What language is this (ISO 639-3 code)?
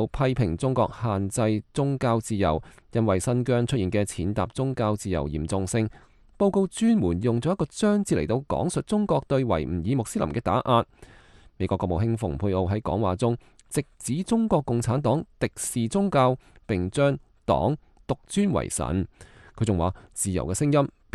yue